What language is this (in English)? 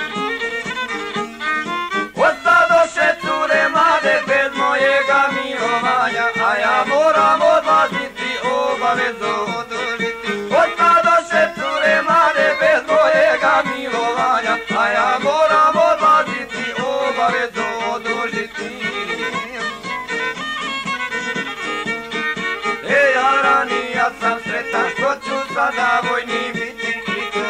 Croatian